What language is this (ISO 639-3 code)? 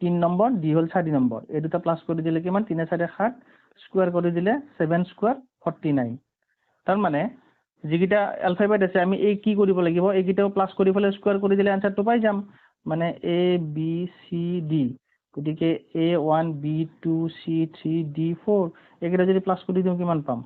asm